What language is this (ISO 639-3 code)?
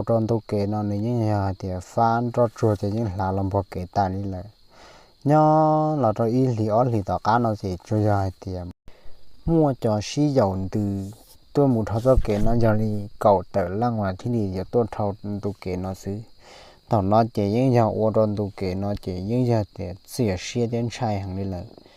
hmn